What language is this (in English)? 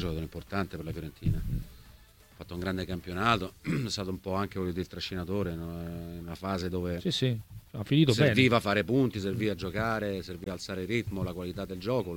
Italian